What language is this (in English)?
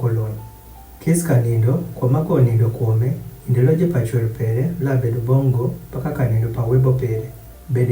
Adhola